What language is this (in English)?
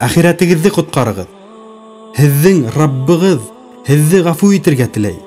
Bashkir